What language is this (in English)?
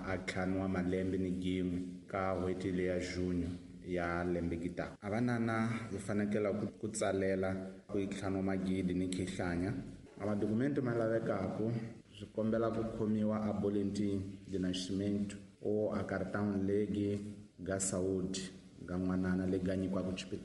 Tsonga